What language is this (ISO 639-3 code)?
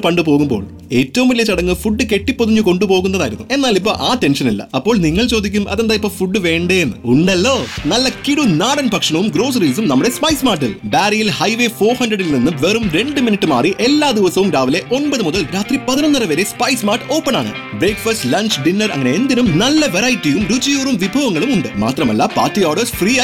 mal